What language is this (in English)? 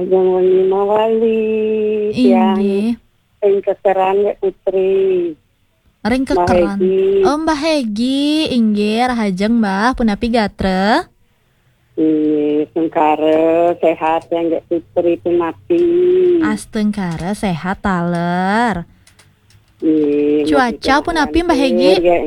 Balinese